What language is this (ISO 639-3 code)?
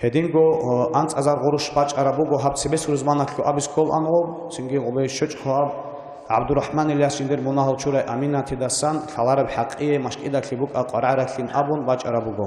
ava